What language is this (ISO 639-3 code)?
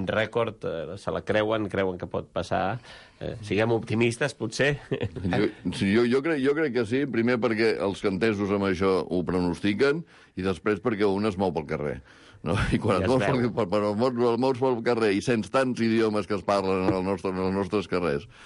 cat